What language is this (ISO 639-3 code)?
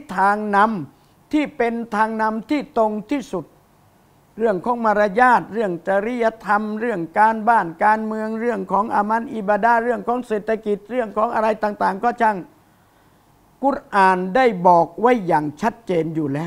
tha